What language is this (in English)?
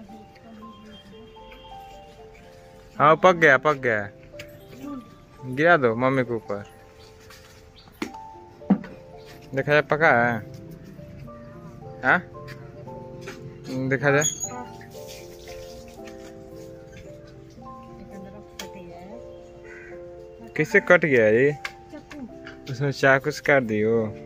Hindi